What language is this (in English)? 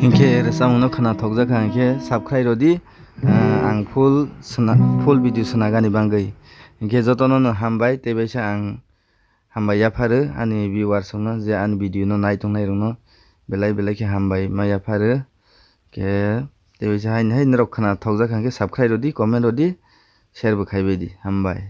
Kok Borok